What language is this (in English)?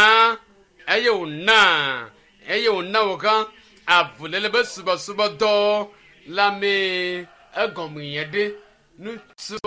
Ewe